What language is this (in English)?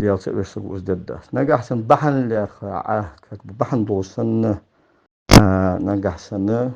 Ingush